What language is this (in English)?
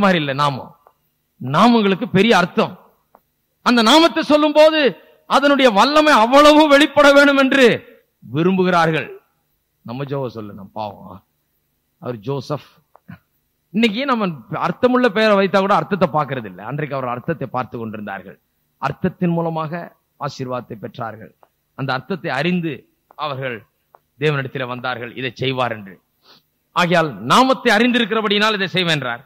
Tamil